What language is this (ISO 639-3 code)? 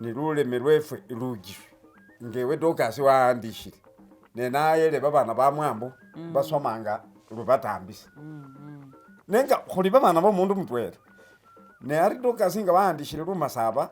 myx